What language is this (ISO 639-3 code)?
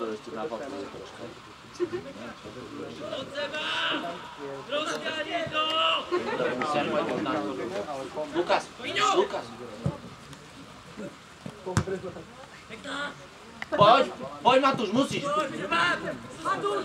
slk